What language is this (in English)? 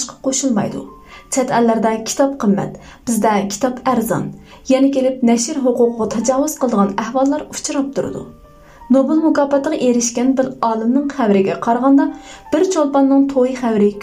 Uyghur